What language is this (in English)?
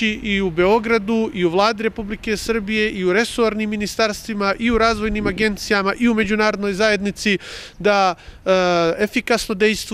Bosnian